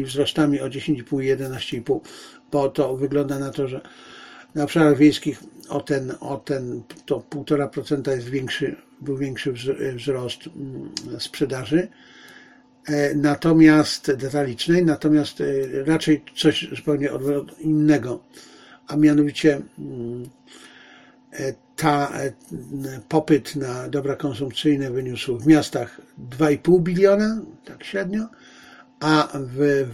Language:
Polish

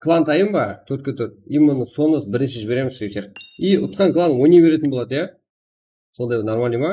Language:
Kara-Kalpak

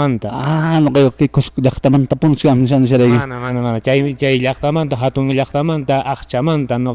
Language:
Quechua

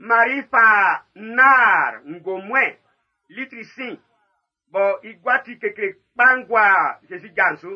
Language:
Baoulé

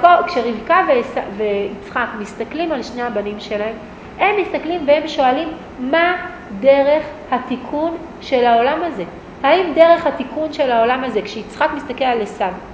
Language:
Hebrew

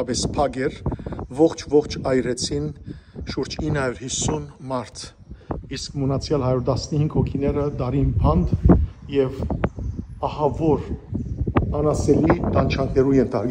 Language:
Western Armenian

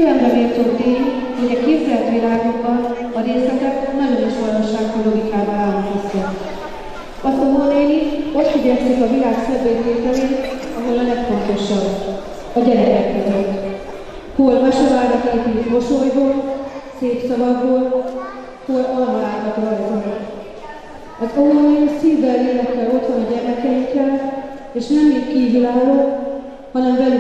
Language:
Hungarian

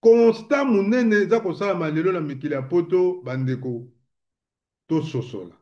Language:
Lingala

